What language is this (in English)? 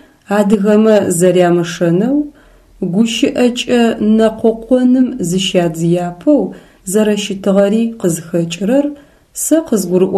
Adyghe